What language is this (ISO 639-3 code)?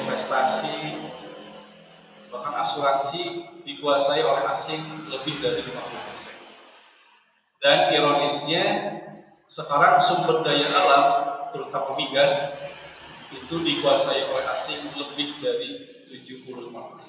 ind